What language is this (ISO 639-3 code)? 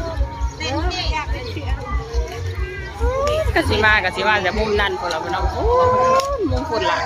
lao